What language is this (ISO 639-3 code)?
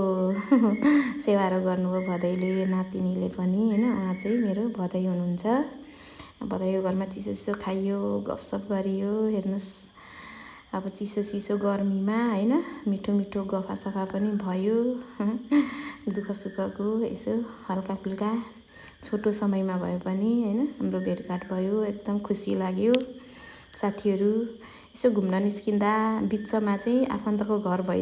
nep